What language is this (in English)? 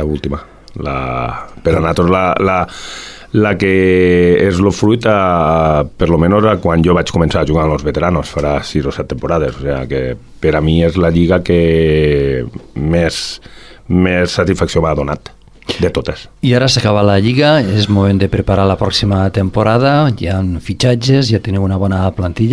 Catalan